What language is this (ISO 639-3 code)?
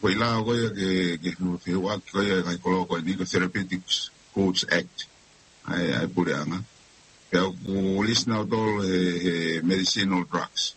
ton